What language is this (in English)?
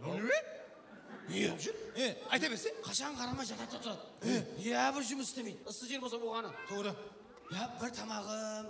Kara-Kalpak